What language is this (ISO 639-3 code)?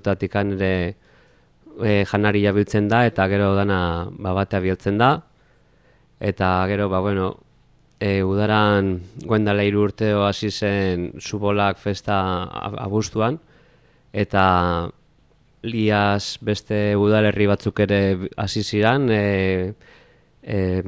eus